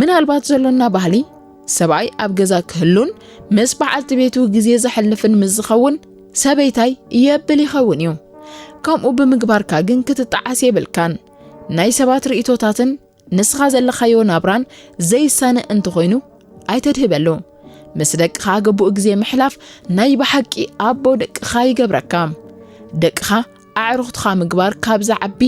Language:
Tigrinya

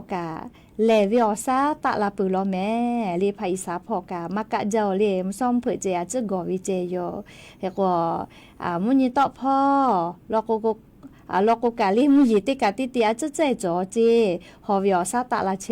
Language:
Lahu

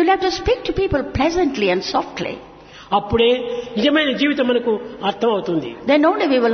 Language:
Telugu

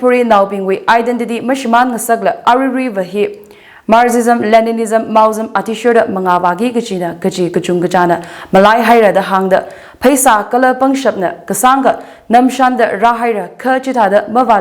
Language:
Tangkhul Naga (India)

